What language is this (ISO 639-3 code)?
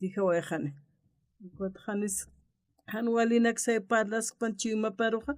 aym